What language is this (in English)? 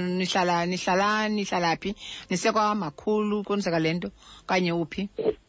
Xhosa